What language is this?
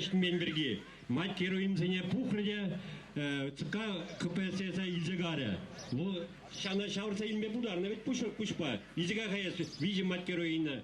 Chuvash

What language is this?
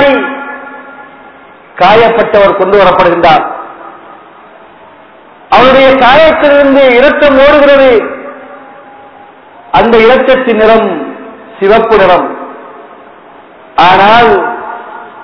Tamil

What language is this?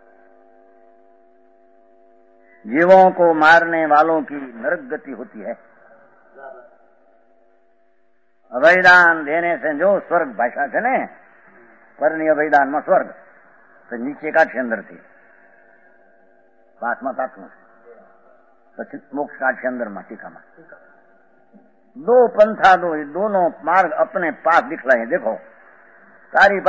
Gujarati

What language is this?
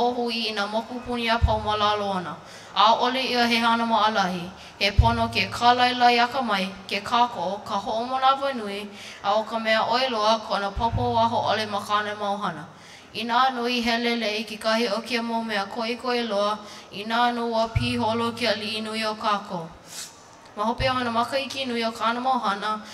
Hawaiian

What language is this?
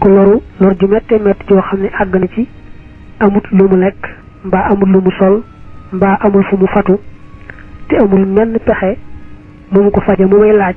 Wolof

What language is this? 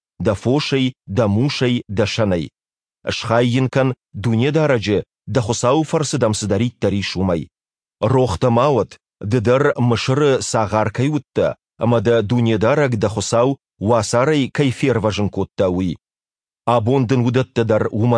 Ossetic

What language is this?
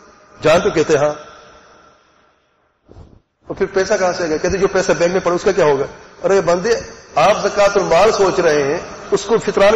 Urdu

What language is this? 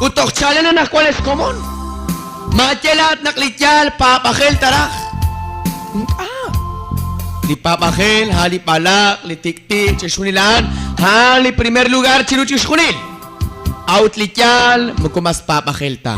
Kekchí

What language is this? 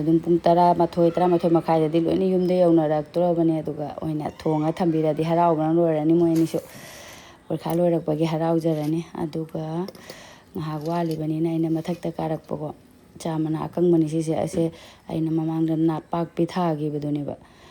Manipuri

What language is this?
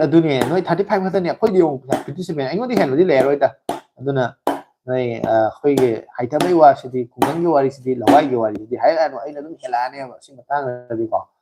Manipuri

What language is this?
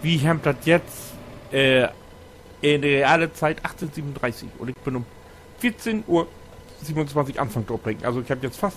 Low German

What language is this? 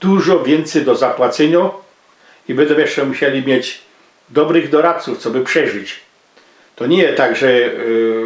Silesian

